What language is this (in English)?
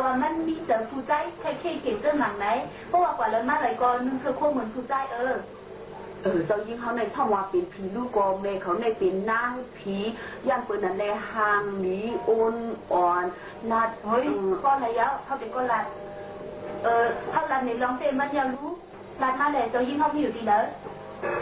Shan